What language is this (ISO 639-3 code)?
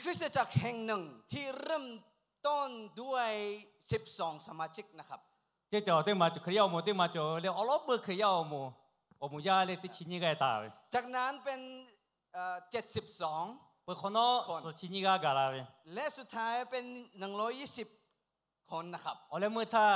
lhu